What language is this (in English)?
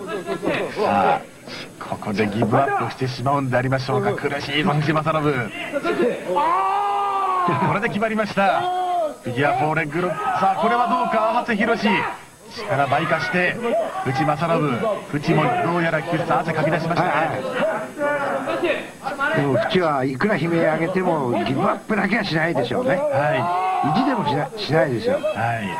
Japanese